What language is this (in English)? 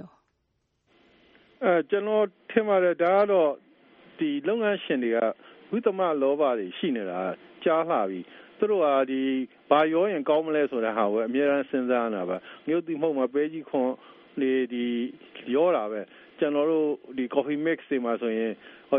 Burmese